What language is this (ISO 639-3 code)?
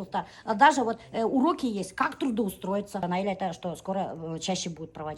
bak